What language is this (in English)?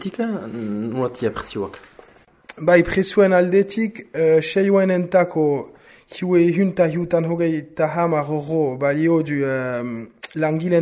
Basque